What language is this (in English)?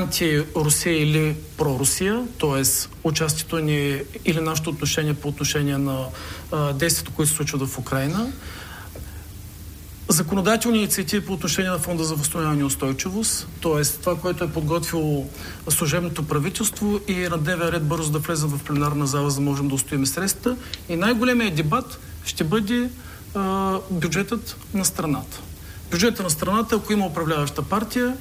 Bulgarian